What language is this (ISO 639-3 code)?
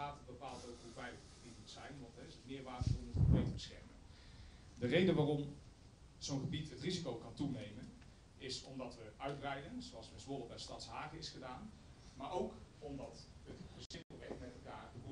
nld